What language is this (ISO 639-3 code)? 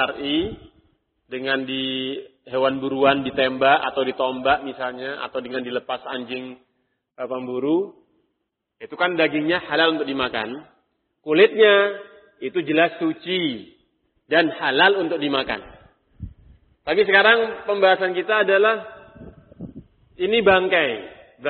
ind